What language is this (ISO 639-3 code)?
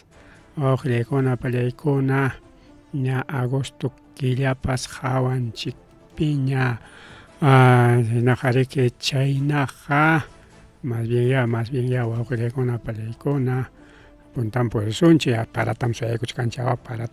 quy